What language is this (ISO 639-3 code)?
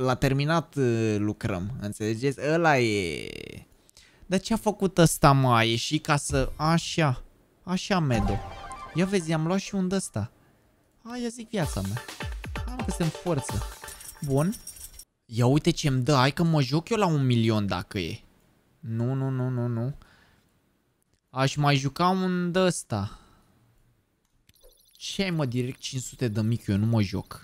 ron